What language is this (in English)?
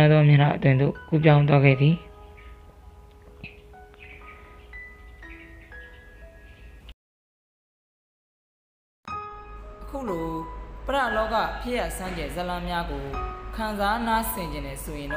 Burmese